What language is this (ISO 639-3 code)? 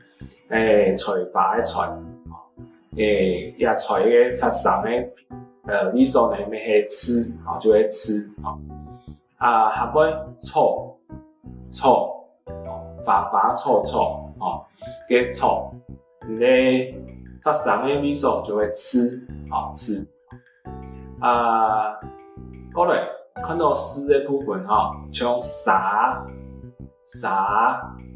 hak